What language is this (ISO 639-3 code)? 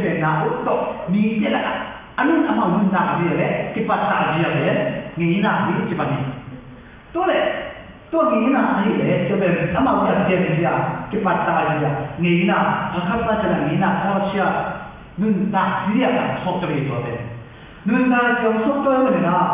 ctd